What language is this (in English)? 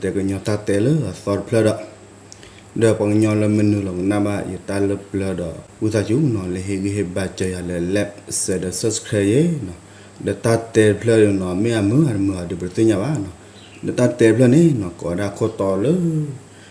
S'gaw Karen